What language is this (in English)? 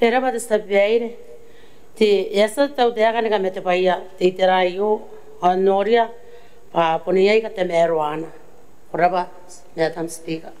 Gilbertese